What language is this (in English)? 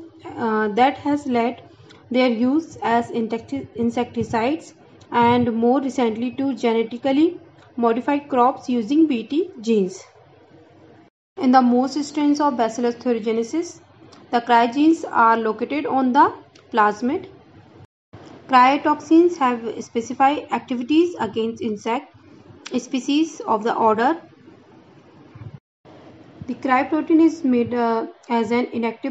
English